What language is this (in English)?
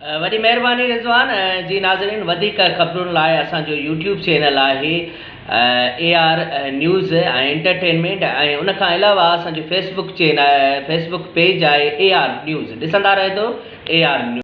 Sindhi